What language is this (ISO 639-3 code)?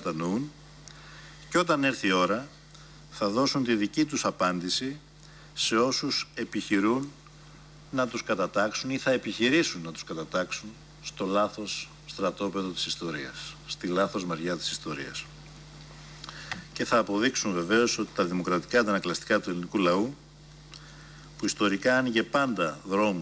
ell